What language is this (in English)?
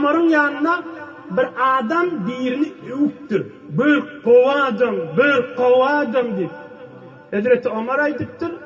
Turkmen